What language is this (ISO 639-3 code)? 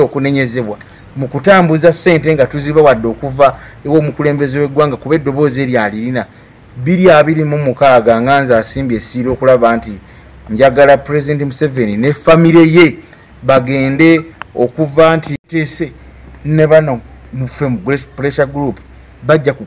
lug